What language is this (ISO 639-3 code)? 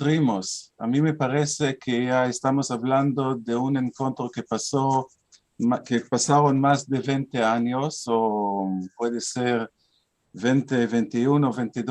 lad